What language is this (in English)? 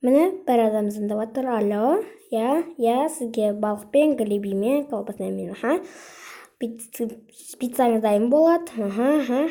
Kazakh